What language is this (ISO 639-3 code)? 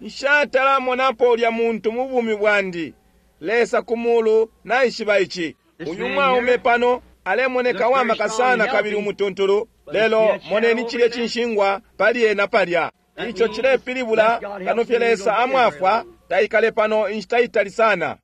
bem